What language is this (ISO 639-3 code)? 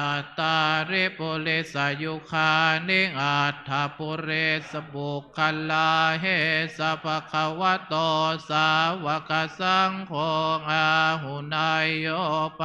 pli